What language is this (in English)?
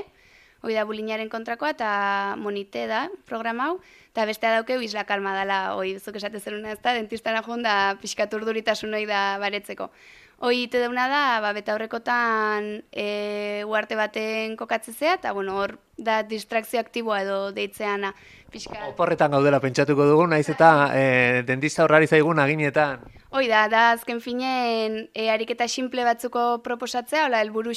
Basque